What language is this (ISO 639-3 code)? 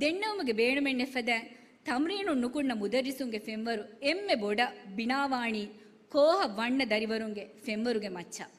div